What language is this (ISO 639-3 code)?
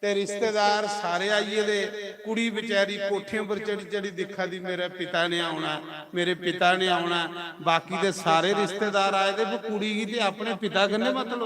doi